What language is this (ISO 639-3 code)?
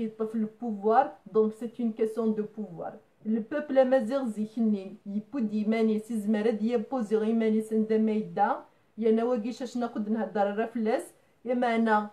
kab